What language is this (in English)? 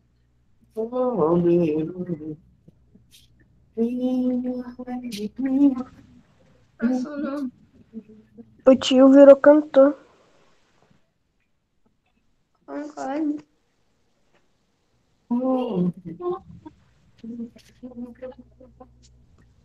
Portuguese